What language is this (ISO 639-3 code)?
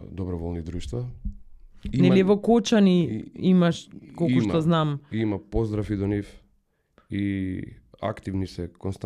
mkd